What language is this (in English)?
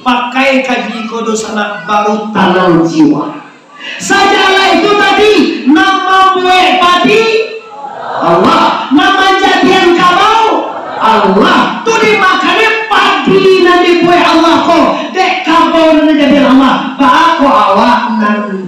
Minangkabau